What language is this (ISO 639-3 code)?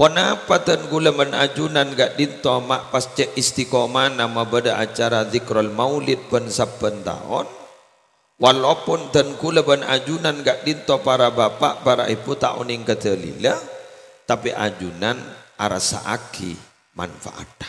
mad